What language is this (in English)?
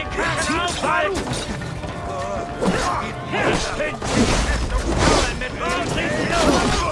German